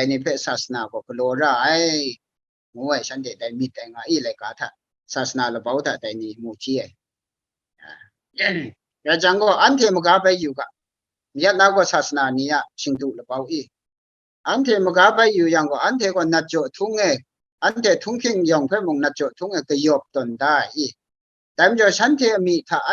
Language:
Kachin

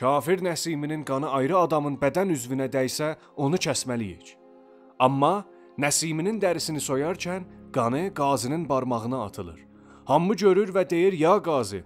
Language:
South Azerbaijani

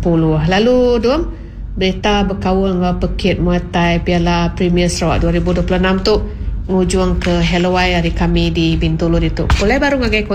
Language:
Iban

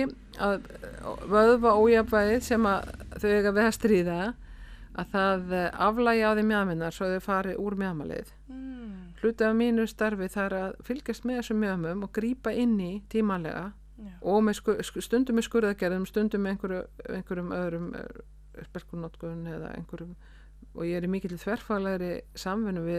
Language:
Icelandic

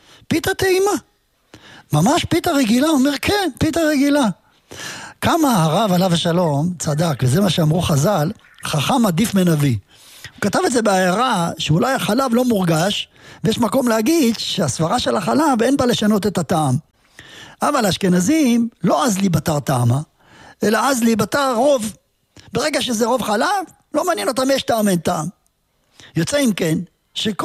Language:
Hebrew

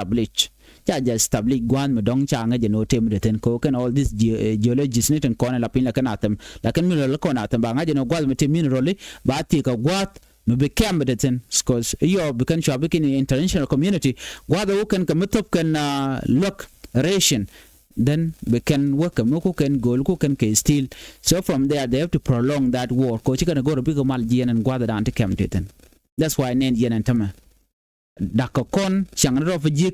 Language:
Nuer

